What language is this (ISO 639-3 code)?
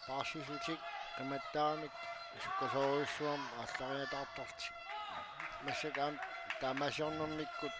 kal